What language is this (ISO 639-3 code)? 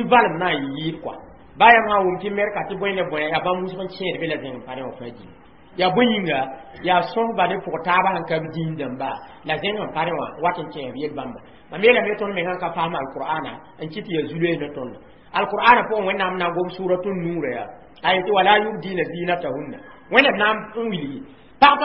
mos